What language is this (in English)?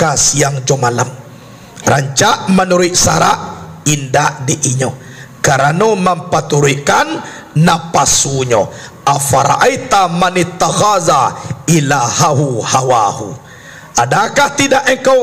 Minangkabau